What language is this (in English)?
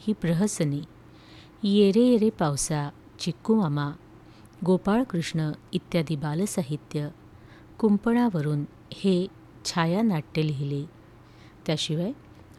Marathi